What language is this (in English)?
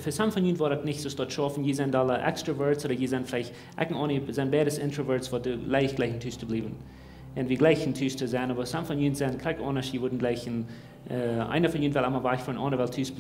Plautdietsch